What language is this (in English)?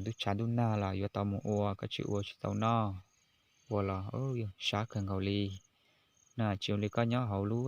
Hmong